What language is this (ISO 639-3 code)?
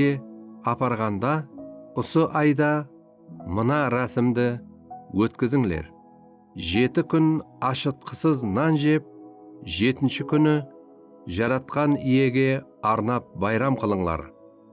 kaa